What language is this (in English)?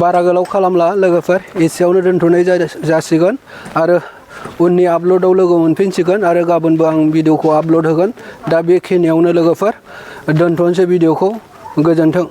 Bodo